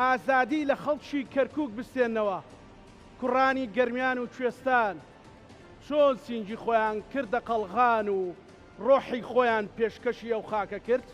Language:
Central Kurdish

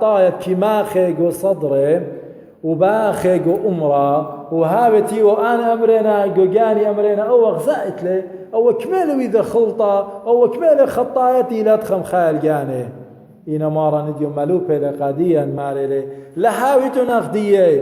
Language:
Assyrian Neo-Aramaic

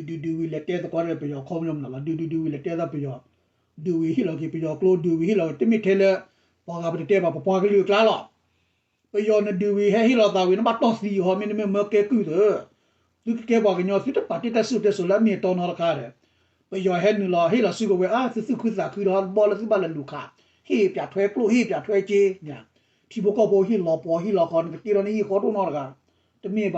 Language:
S'gaw Karen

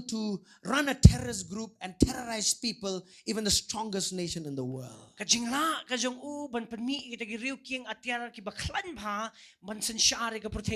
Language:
Khasi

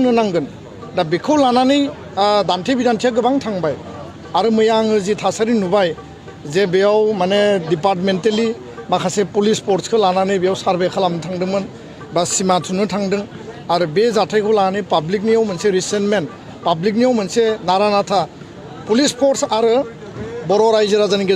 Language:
Bodo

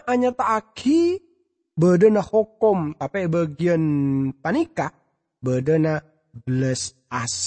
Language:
Madurese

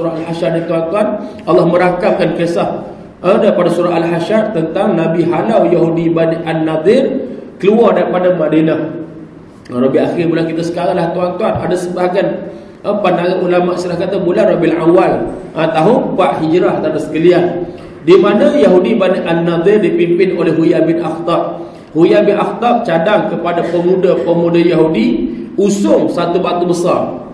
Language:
Malay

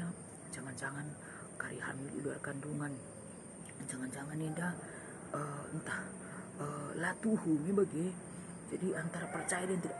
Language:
Batak Karo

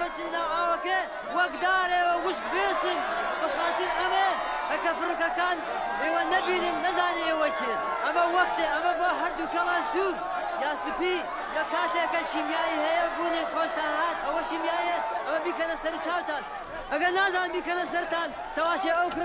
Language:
Kurdish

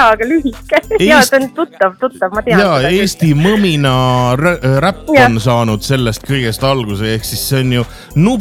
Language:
Estonian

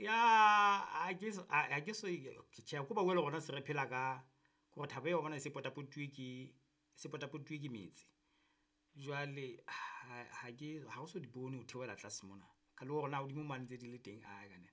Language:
Southern Sotho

